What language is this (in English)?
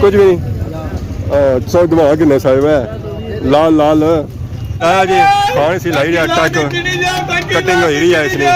Pahari-Potwari